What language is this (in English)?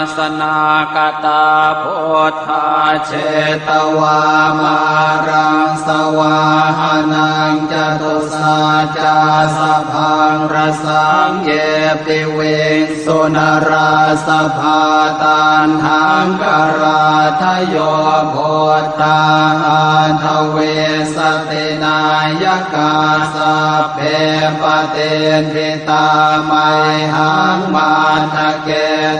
Pali